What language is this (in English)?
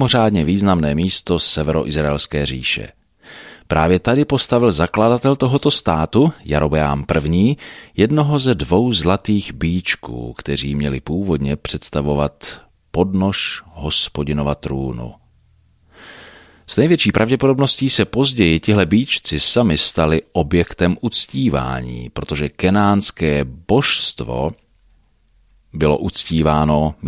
Czech